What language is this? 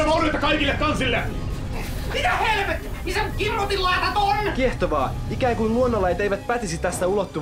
Finnish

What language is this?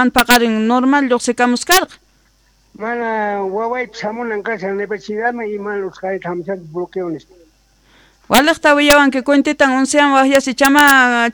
South Bolivian Quechua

